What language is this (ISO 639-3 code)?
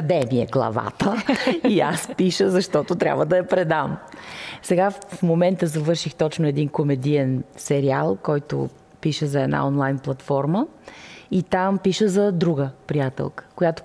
bul